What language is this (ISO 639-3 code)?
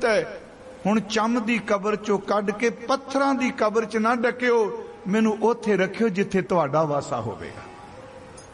pan